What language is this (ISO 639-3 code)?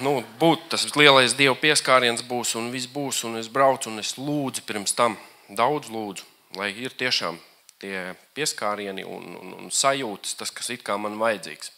lav